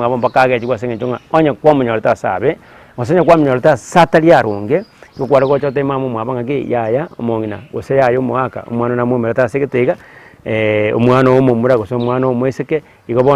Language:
Gusii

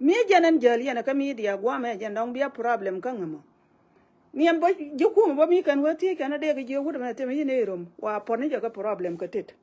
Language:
Nuer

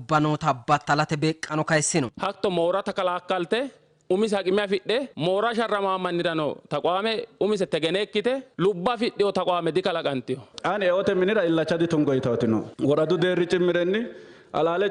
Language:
Sidamo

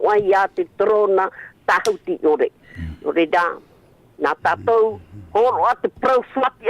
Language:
Tahitian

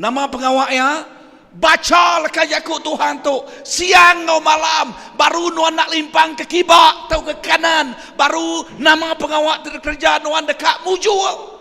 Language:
Iban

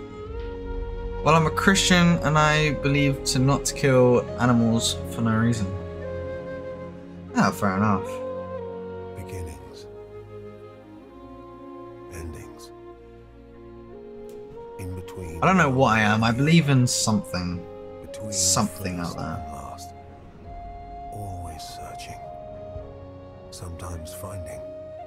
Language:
English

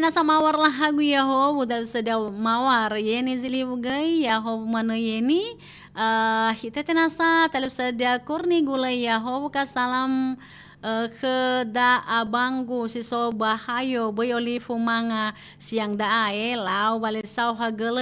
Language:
Nias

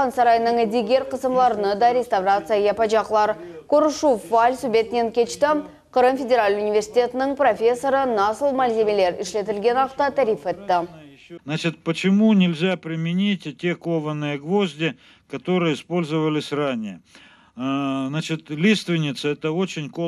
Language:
Crimean Tatar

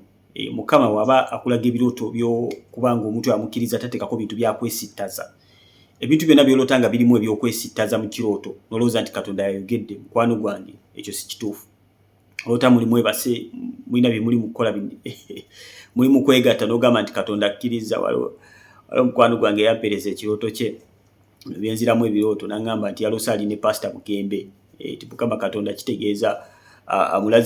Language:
Ganda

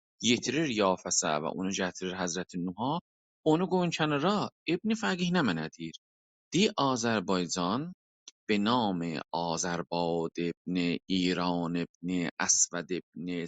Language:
South Azerbaijani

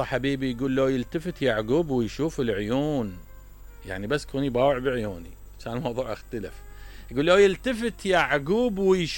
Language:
Mesopotamian Arabic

